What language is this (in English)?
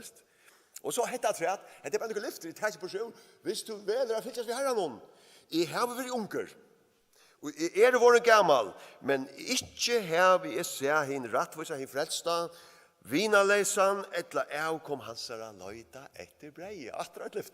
Faroese